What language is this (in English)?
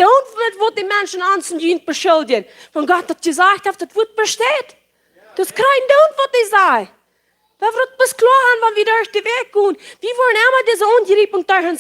Plautdietsch